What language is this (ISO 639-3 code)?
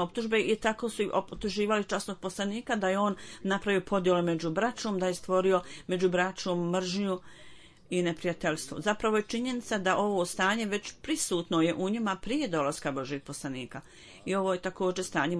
bos